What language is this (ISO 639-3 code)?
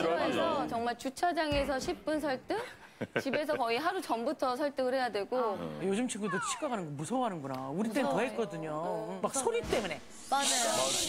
kor